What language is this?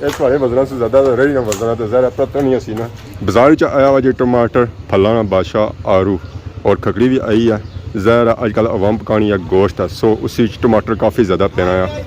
Pahari-Potwari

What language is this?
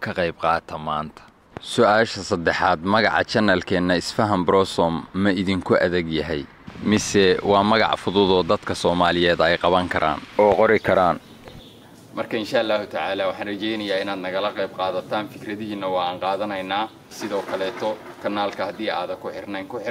Somali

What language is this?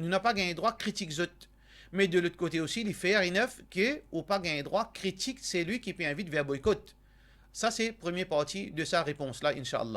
Morisyen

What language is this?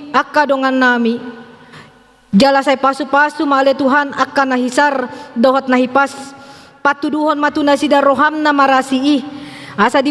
Batak Toba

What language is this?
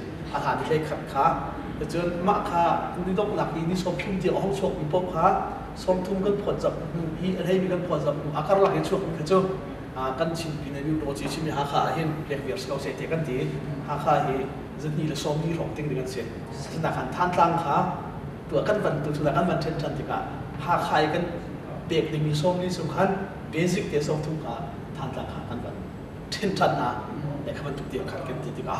Hakha Chin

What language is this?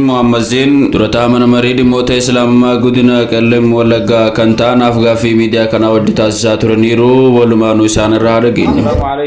Oromo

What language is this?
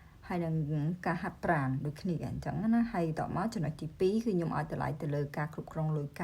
Khmer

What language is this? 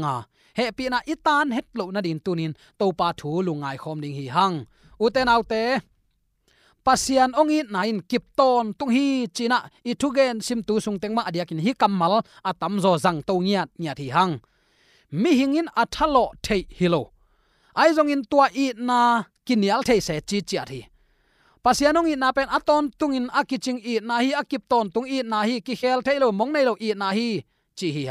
Tedim Chin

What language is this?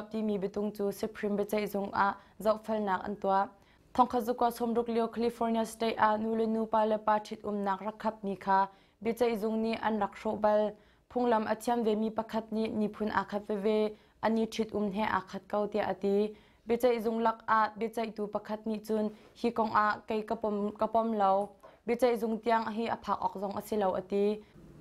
Hakha Chin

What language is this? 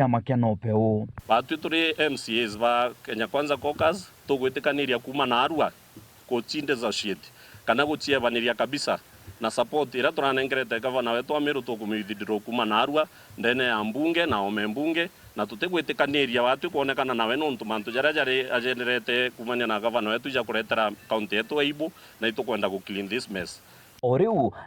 Meru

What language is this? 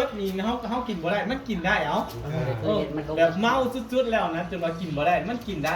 Northeastern Thai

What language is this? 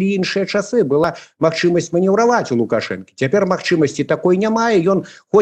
Belarusian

